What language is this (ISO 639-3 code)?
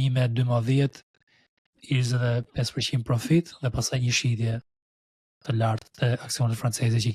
sqi